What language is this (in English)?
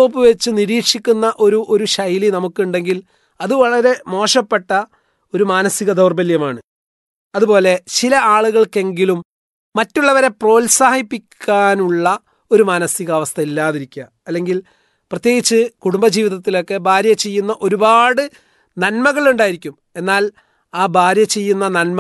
Malayalam